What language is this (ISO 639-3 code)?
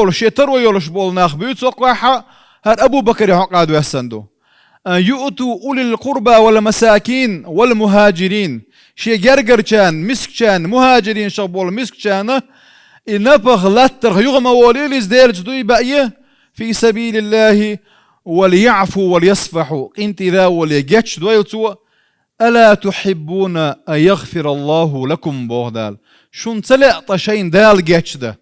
che